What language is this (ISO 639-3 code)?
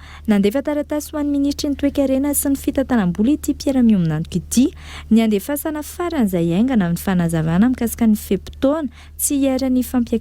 mlg